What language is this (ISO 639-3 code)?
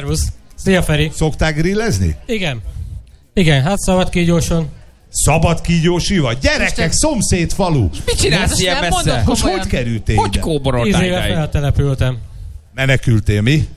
hun